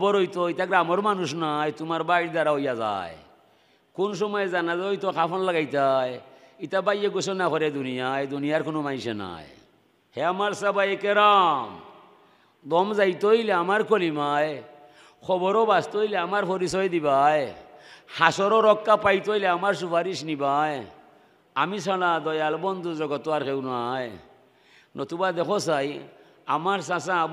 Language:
Sylheti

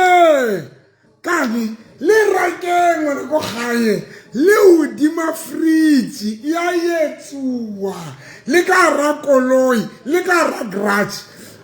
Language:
Southern Sotho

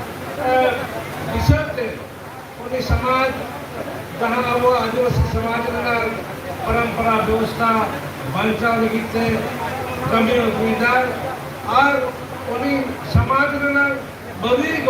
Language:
Santali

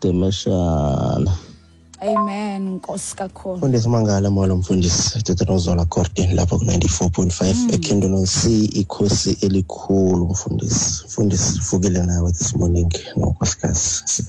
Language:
Xhosa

